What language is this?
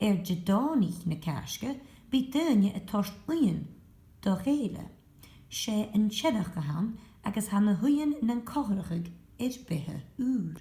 Scottish Gaelic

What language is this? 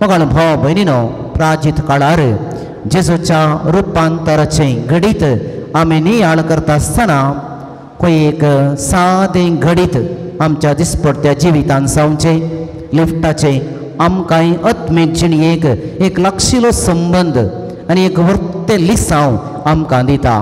Konkani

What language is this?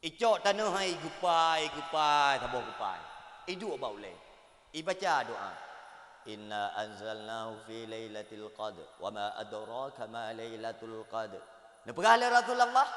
Achinese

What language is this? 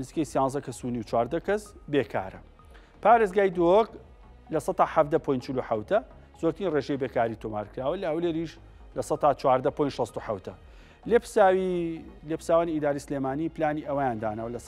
Central Kurdish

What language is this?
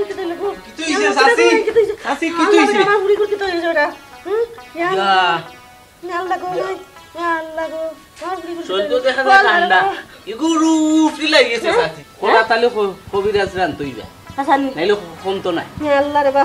Sylheti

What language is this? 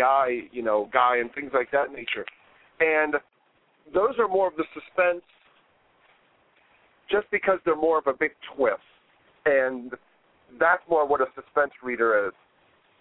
English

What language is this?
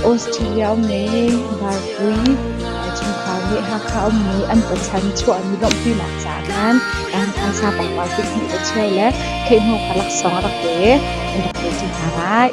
Hakha Chin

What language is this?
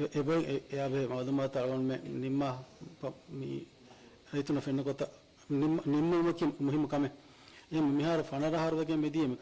Divehi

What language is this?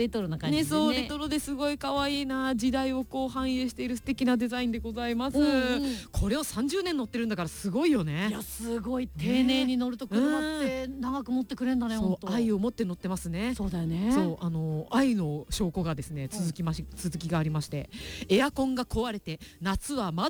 Japanese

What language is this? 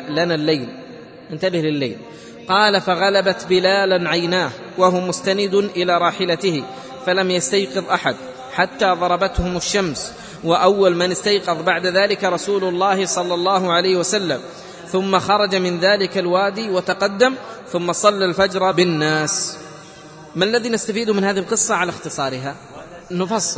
Arabic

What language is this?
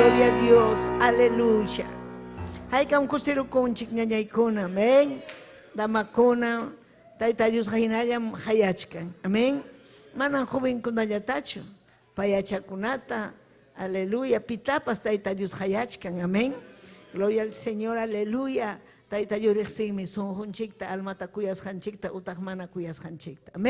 Ayacucho Quechua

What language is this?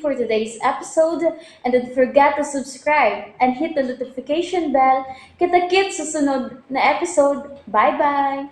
Cebuano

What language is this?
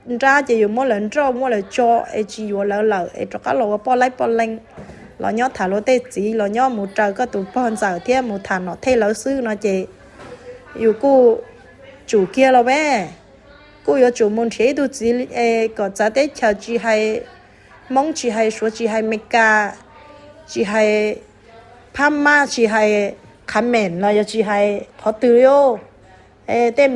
Hmong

